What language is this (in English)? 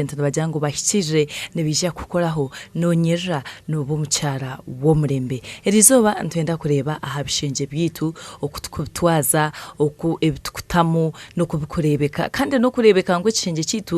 Nyankole